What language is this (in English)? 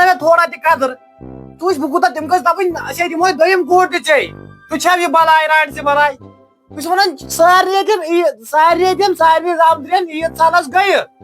Kashmiri